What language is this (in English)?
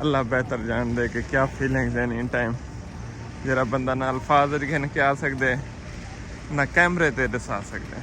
Saraiki